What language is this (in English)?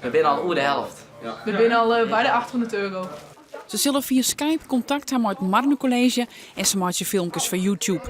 Western Frisian